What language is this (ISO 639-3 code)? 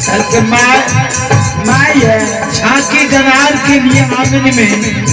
mai